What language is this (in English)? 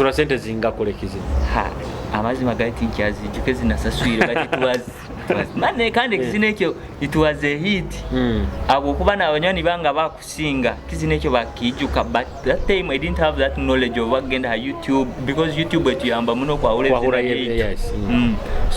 Nyoro